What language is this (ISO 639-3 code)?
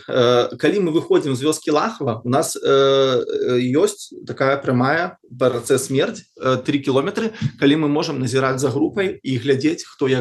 bel